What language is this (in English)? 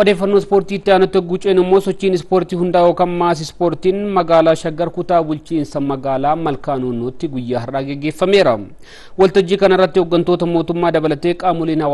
Oromo